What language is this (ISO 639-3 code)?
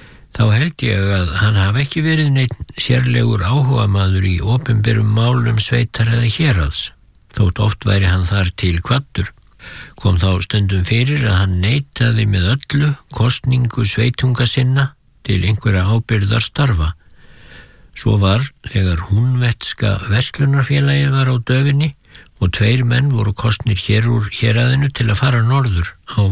isl